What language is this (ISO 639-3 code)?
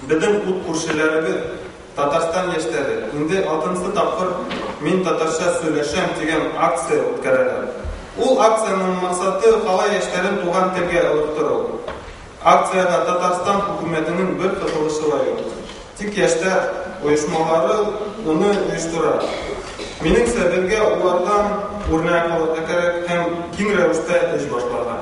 bak